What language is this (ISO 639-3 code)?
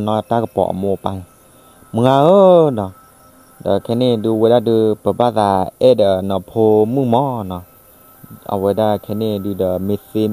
ksw